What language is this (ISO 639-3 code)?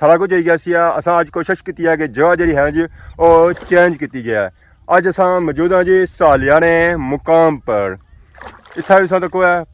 phr